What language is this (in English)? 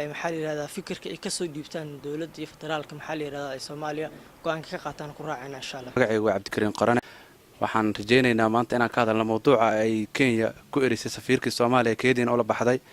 Somali